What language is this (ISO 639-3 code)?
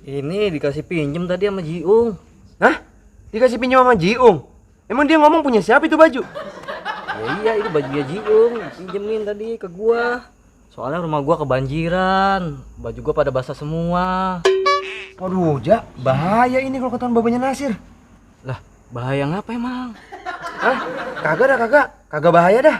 bew